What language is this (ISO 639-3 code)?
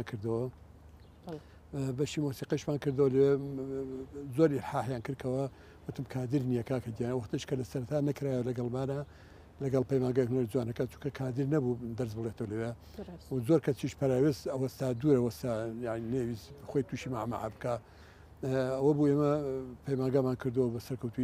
ckb